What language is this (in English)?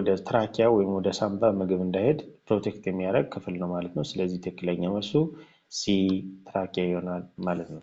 Amharic